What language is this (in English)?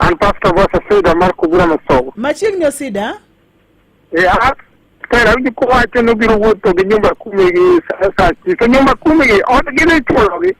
Luo (Kenya and Tanzania)